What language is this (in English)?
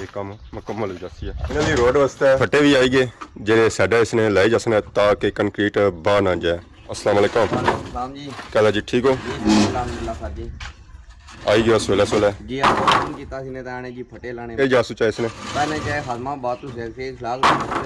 Pahari-Potwari